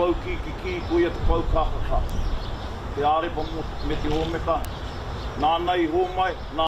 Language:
Māori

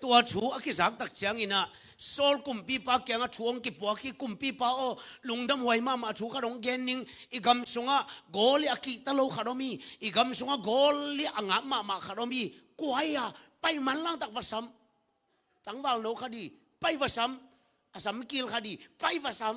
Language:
Tedim Chin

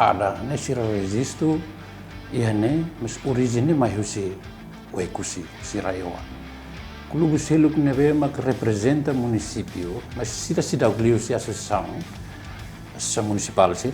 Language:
Tetum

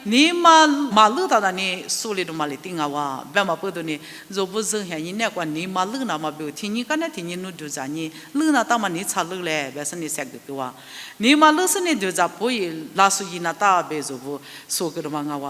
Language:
Lisu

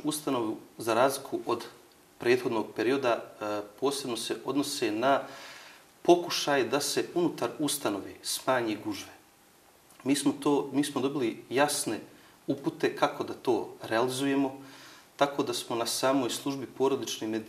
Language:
Bosnian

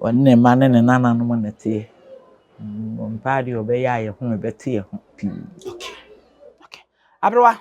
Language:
Akan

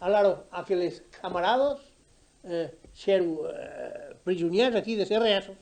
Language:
Occitan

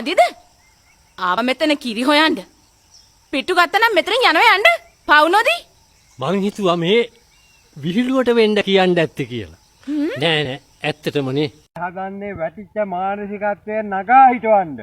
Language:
Sinhala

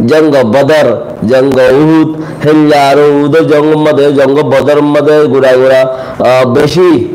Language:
Rohingya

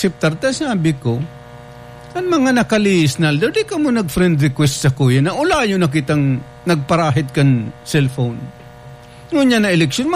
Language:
Bikol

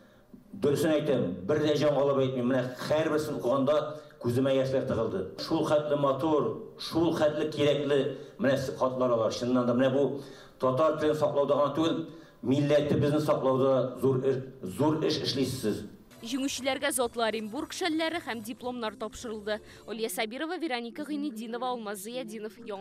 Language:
Tatar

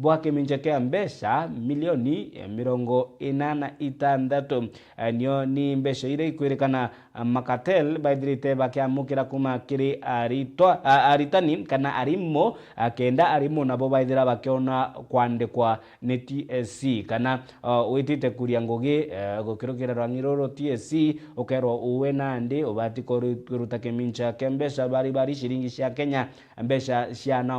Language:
Meru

